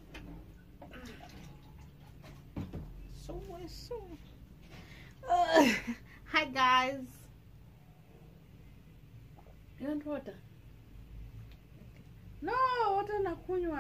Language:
Swahili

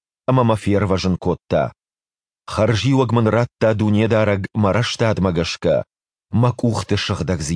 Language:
Ossetic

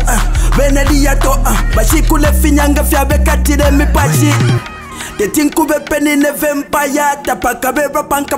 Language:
Bemba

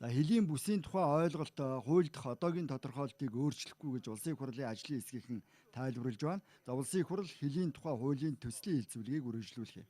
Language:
Mongolian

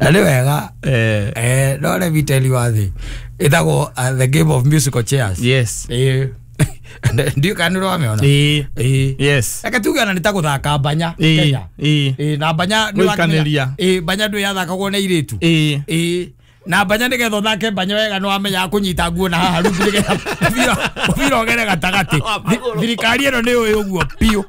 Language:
Kikuyu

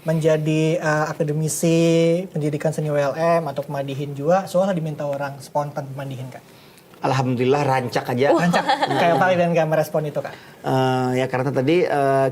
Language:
Banjar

